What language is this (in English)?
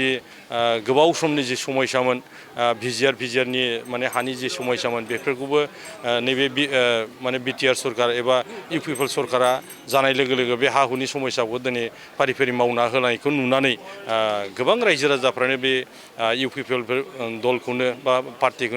Bodo